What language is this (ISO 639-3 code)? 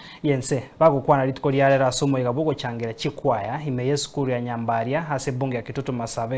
guz